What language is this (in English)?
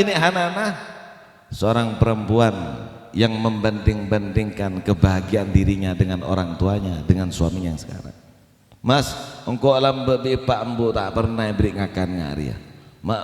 Madurese